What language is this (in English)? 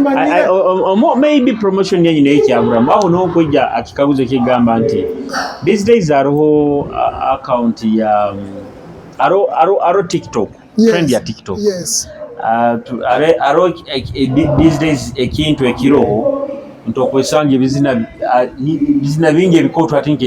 Nyoro